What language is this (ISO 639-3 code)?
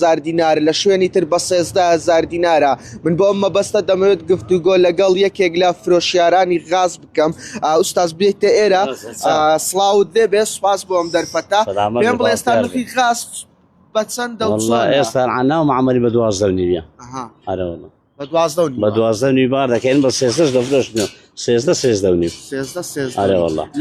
ckb